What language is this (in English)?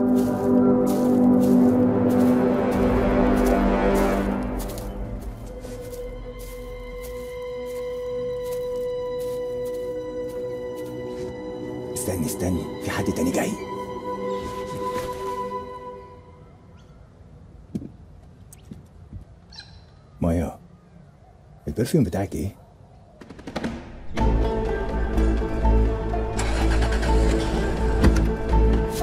Egyptian Arabic